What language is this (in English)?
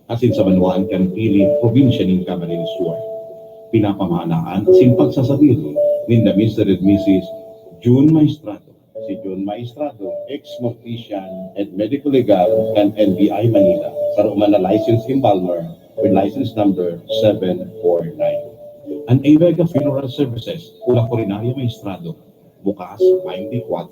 Bikol